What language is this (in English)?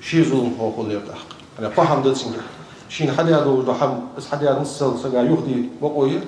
Ingush